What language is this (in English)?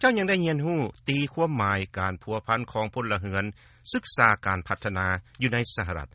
Lao